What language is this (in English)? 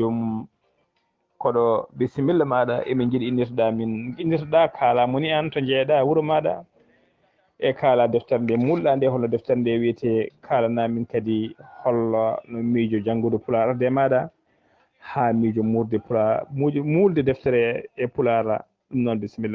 Fula